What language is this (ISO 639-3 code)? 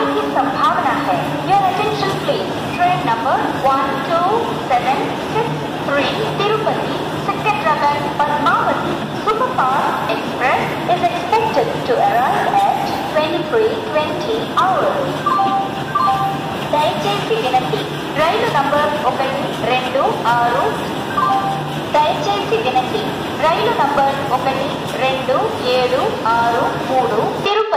tel